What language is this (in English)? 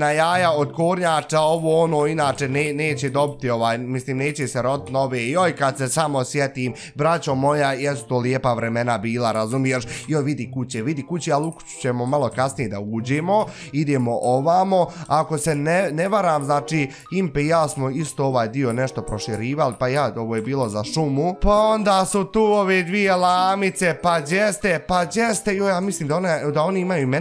Bosnian